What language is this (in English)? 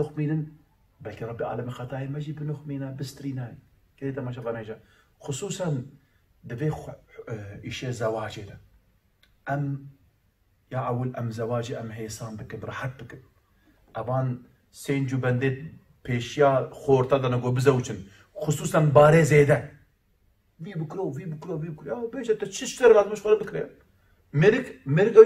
Kurdish